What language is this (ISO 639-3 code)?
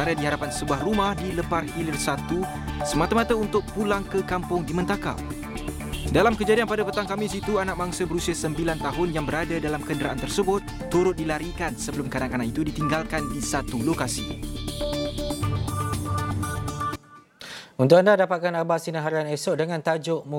msa